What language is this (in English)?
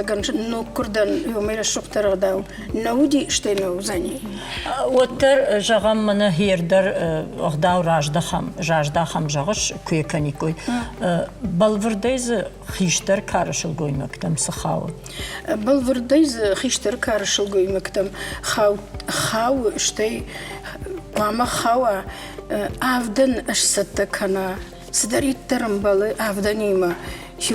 Ossetic